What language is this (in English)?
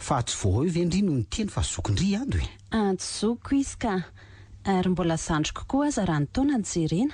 Malagasy